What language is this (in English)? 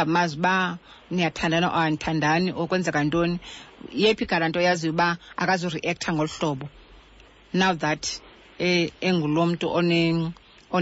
Xhosa